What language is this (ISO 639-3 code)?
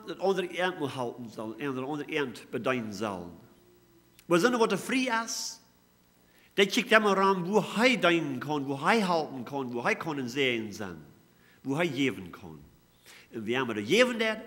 pdt